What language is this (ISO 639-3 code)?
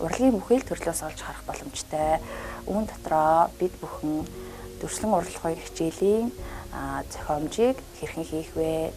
mon